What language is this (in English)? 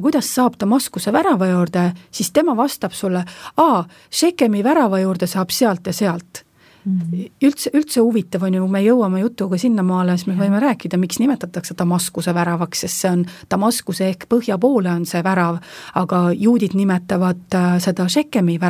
Estonian